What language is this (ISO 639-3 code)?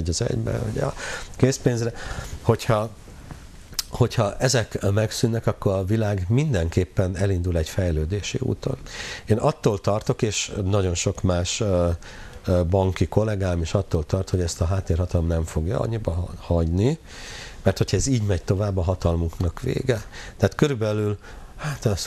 hun